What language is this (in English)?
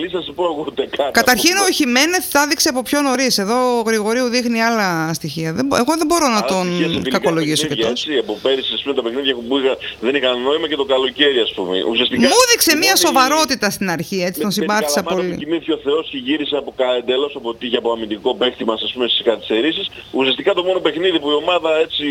Greek